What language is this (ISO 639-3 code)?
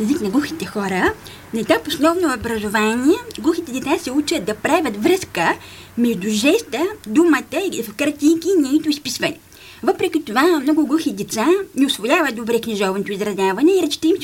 bul